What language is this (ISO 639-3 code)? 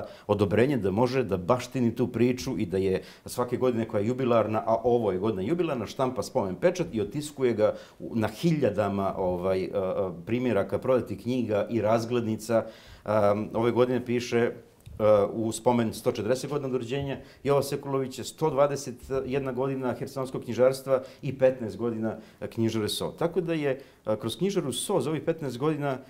srp